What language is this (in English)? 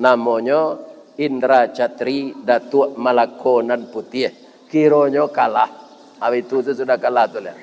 Minangkabau